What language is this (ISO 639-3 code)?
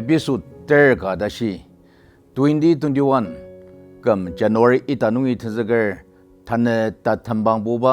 njo